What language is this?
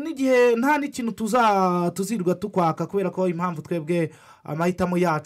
Kinyarwanda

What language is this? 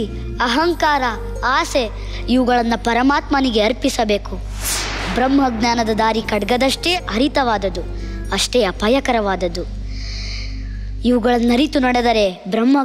Kannada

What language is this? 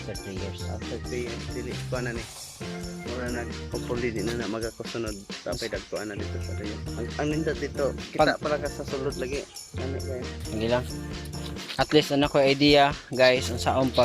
Cebuano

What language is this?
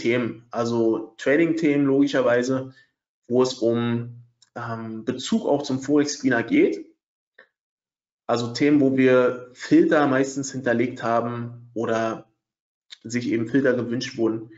German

